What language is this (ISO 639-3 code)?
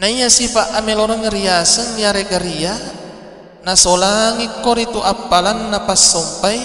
bug